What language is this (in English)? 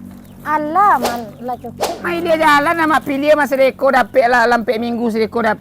Minangkabau